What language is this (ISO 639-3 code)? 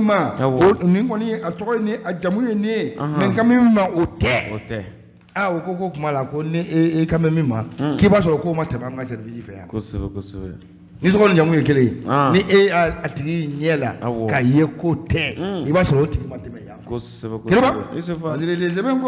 bam